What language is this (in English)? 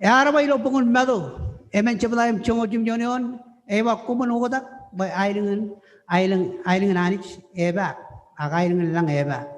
Marshallese